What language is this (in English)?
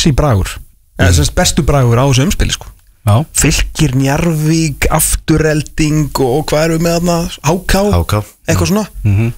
Icelandic